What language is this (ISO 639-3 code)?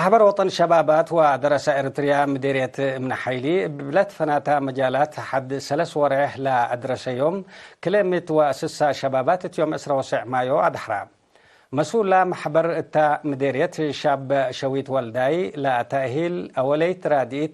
tig